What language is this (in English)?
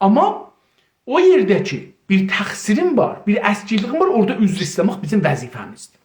South Azerbaijani